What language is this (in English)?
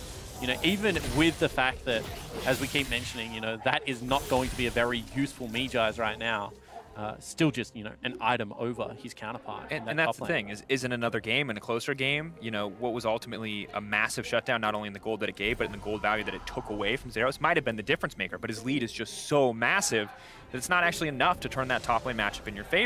English